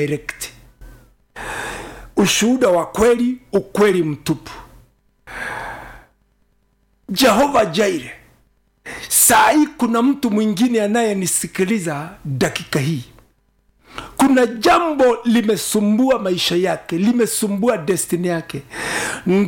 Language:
Swahili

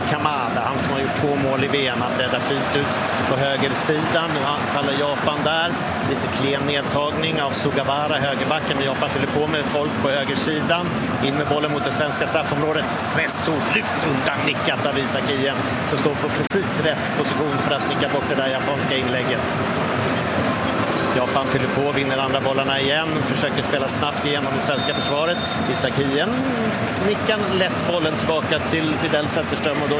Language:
Swedish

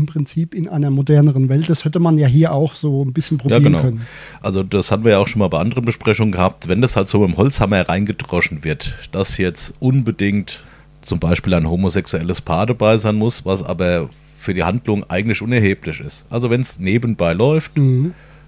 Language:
German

